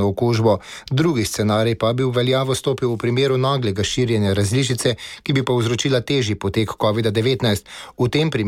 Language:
Slovenian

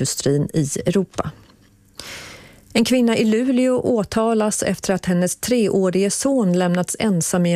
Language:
Swedish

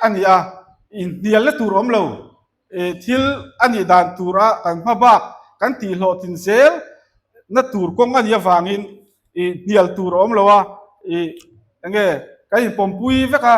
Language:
Mizo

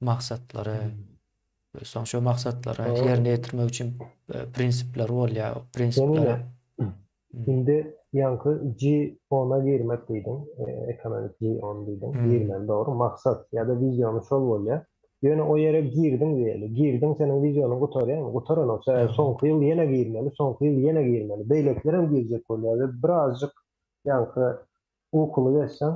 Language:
Turkmen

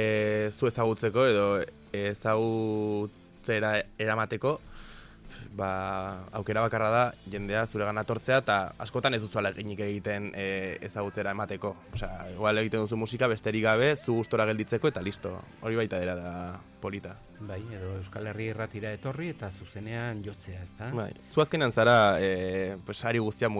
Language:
Basque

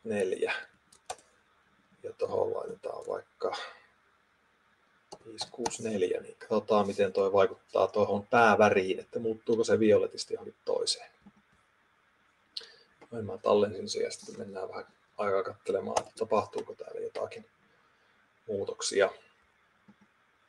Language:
Finnish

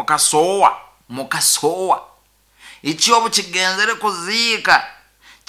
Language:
Nyoro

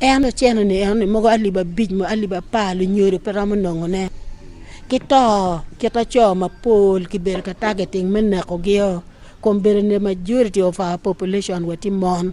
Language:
Acoli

